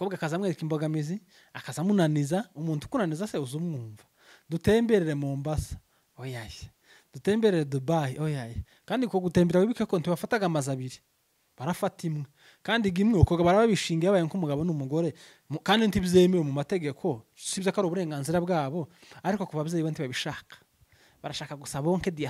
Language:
Rundi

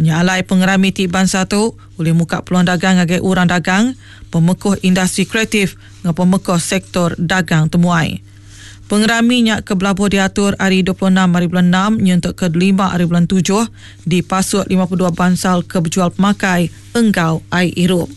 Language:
Iban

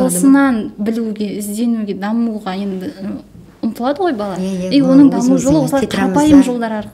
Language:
Kazakh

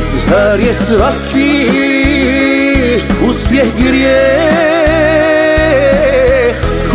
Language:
Croatian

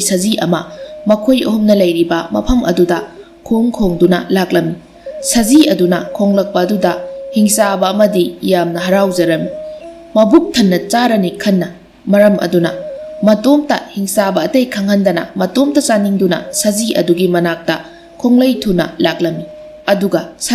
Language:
Manipuri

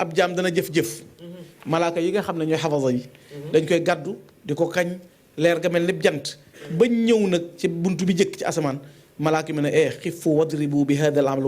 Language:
Wolof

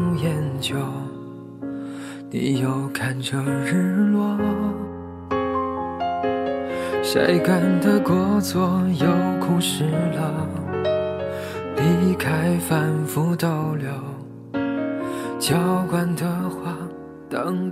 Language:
Chinese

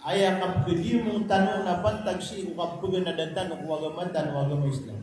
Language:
Maranao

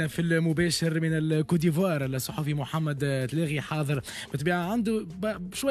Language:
Tunisian Arabic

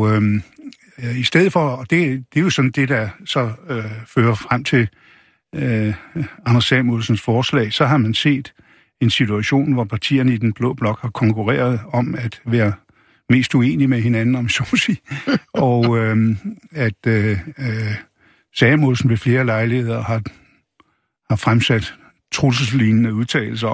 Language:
Danish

